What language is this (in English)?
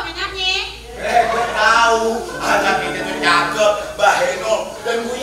Betawi